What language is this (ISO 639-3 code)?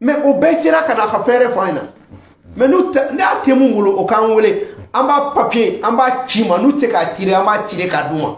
bam